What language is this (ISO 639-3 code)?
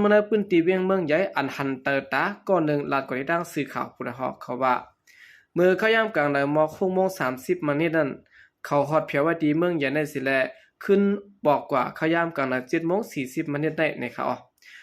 shn